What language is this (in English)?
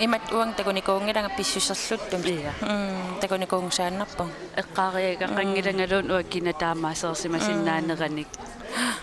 Kalaallisut